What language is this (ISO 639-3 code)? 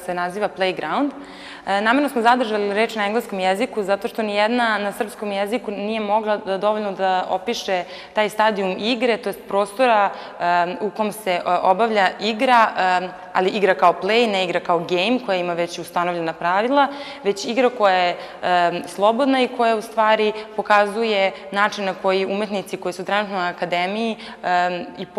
srp